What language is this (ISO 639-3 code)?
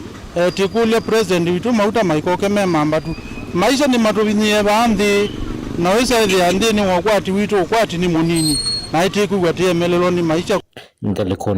kam